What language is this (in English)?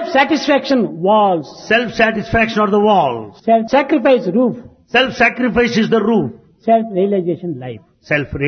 Telugu